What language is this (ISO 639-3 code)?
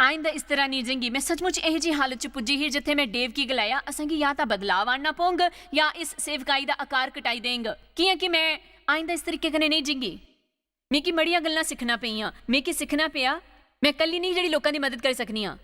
doi